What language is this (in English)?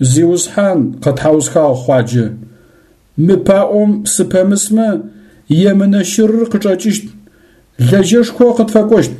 Adyghe